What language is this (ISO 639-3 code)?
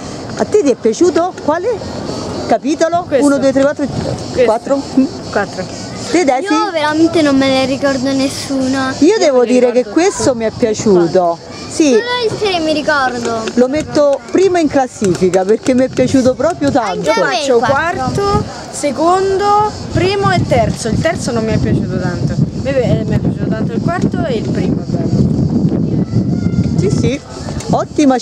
ita